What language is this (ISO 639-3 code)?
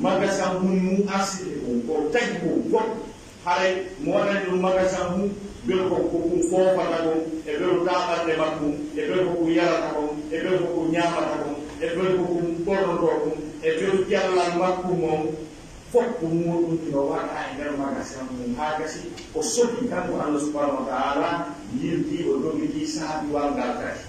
fuf